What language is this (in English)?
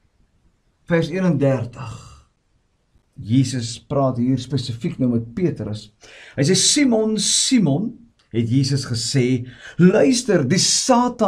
Afrikaans